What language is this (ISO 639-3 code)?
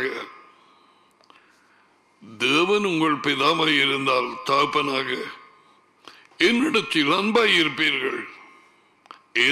tam